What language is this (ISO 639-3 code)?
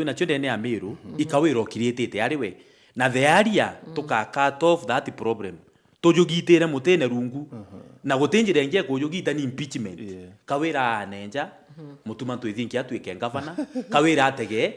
mer